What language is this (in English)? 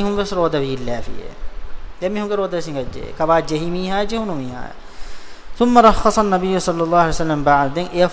Divehi